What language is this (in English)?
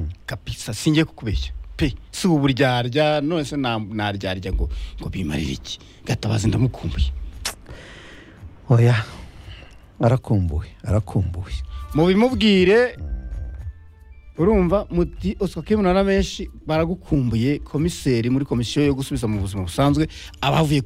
Kinyarwanda